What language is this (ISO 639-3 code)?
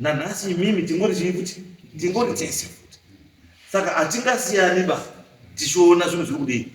sna